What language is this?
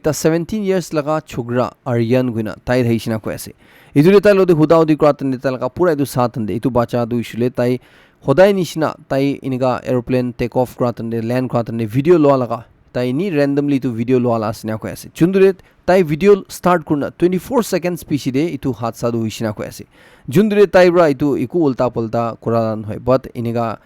Naga Pidgin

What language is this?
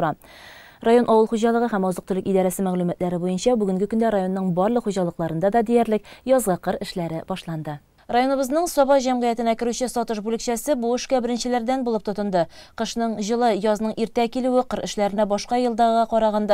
Tatar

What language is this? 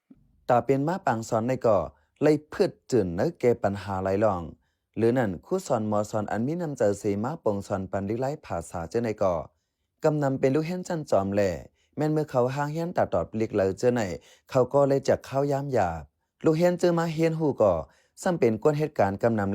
Shan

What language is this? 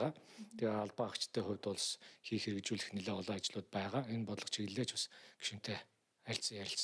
Mongolian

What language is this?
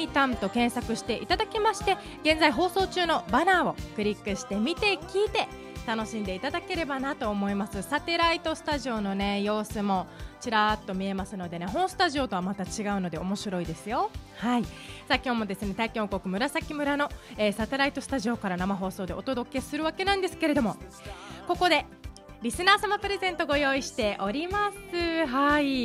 Japanese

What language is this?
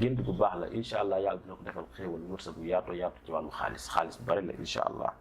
Wolof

